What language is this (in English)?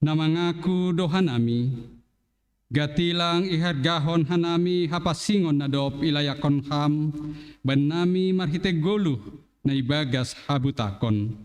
Batak Simalungun